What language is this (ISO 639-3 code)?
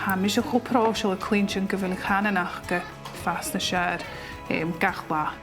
gla